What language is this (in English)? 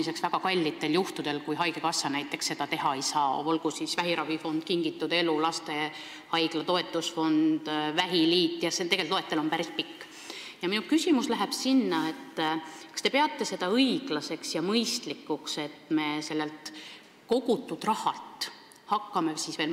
Estonian